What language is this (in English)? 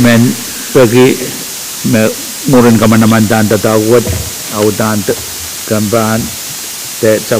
Pohnpeian